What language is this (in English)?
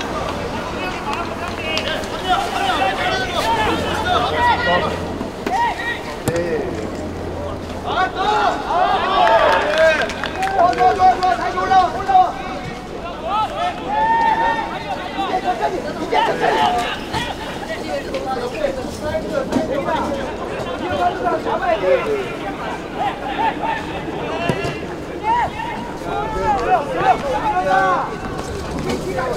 Korean